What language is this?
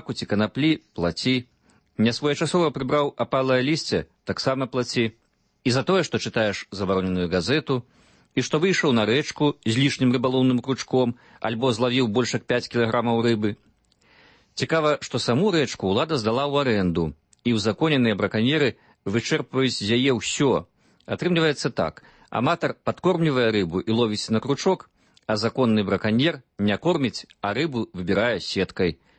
Belarusian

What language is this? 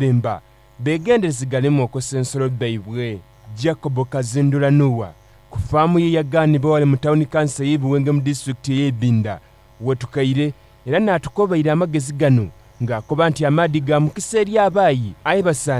Soga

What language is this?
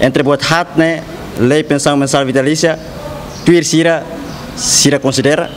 Tetum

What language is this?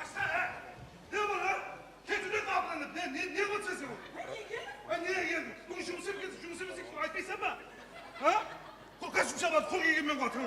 Kara-Kalpak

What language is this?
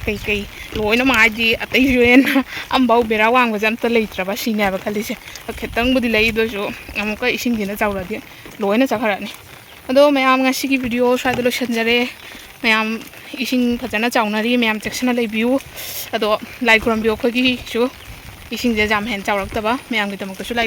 Manipuri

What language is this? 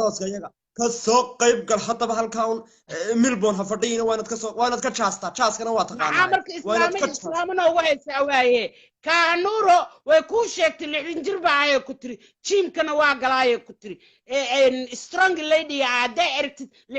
Somali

